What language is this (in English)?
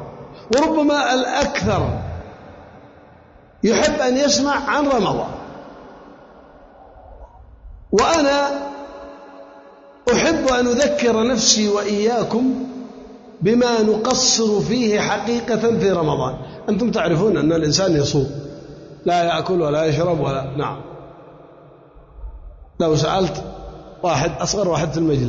Arabic